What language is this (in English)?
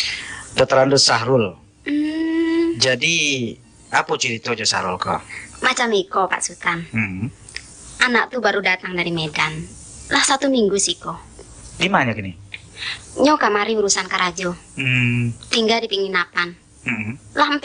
Minangkabau